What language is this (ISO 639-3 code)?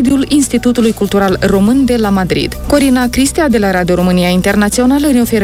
ron